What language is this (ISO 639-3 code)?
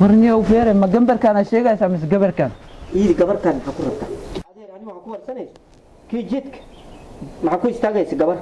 som